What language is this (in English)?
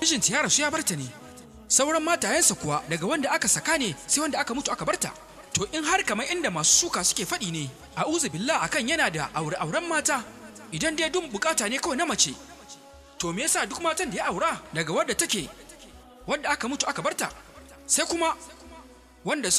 Hausa